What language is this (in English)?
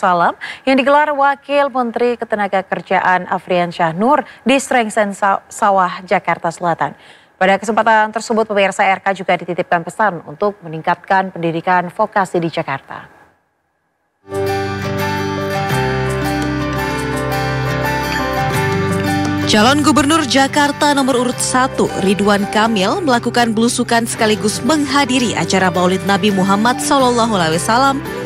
Indonesian